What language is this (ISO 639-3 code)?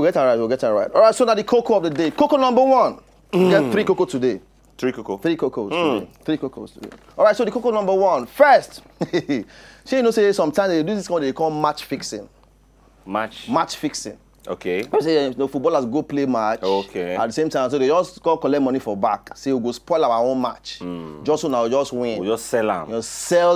pcm